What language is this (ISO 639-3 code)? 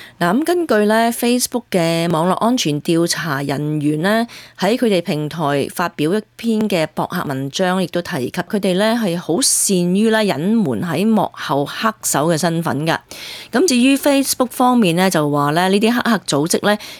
yue